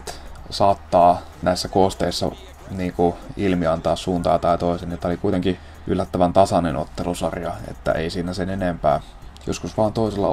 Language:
Finnish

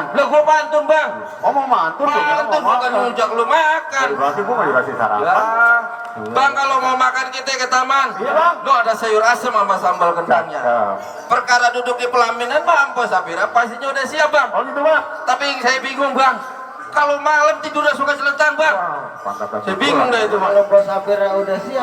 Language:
Betawi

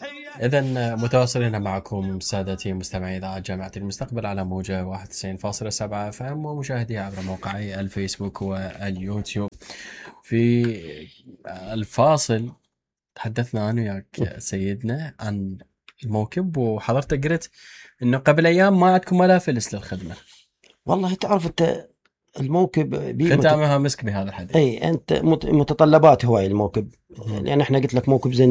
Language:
Mesopotamian Arabic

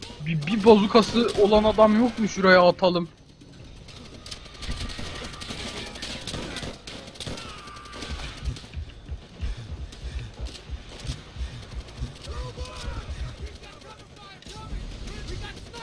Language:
Turkish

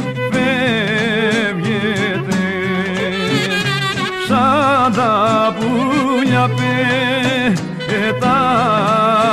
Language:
Greek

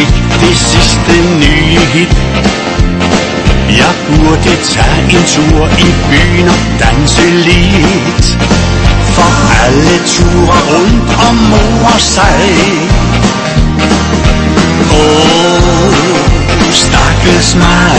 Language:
Danish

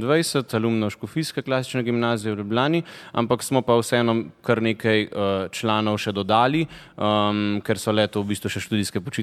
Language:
Slovenian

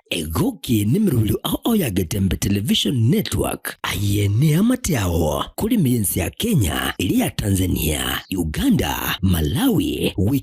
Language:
Gusii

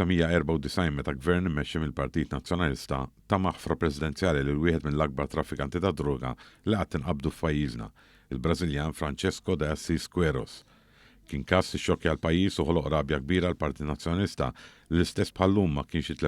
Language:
Maltese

